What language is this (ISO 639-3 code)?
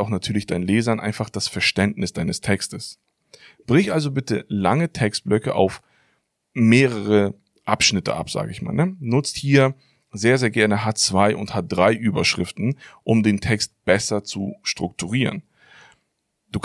deu